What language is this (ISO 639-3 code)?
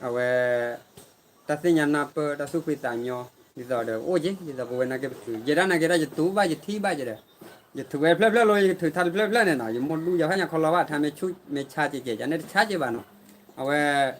ksw